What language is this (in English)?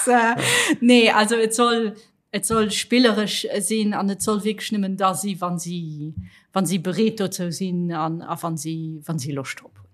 Luxembourgish